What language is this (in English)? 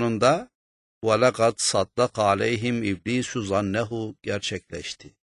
Turkish